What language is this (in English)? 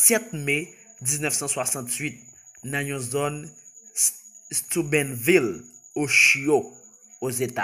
Haitian Creole